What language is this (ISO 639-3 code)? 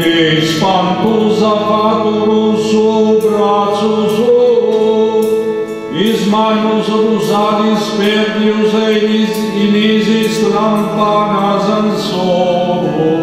srd